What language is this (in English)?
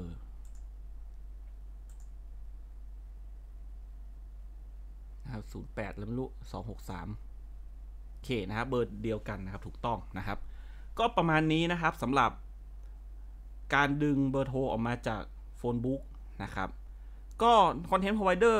Thai